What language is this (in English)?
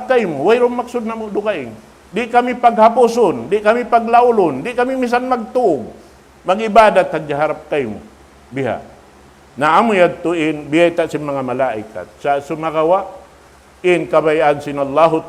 Tausug